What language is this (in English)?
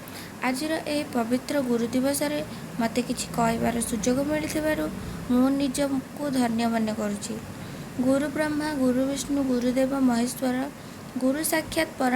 Odia